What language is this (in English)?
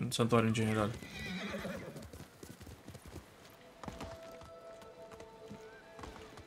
Italian